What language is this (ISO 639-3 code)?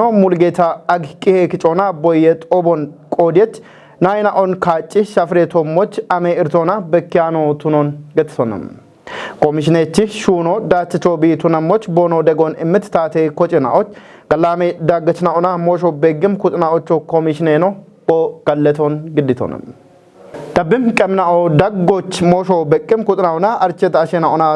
kbr